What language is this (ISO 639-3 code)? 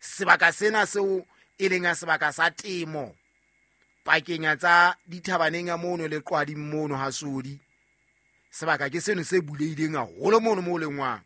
sot